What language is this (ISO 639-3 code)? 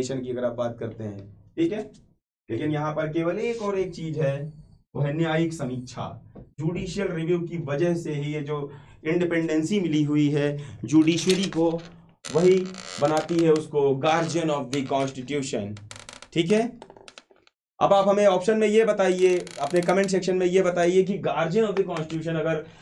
hin